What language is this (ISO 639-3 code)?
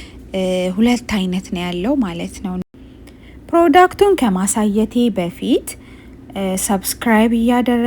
amh